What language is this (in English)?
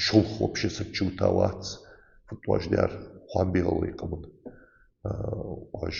Ingush